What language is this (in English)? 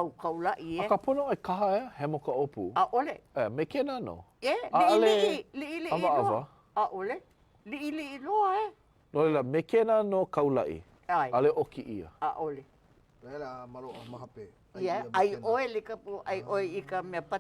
Hawaiian